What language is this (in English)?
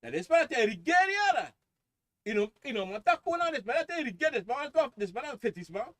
Sranan Tongo